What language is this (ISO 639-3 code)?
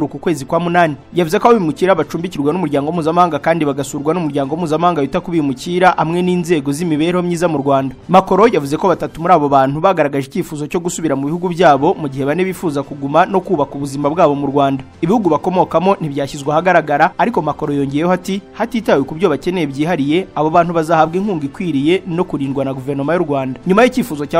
kin